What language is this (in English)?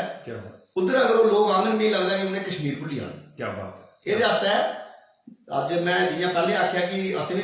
Dogri